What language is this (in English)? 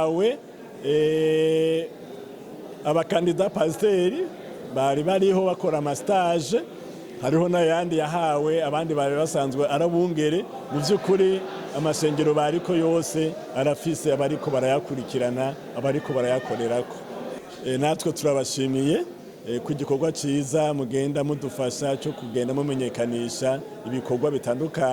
Rundi